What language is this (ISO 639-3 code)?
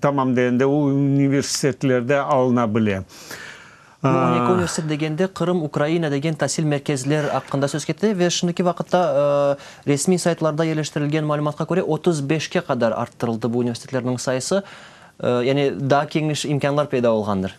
crh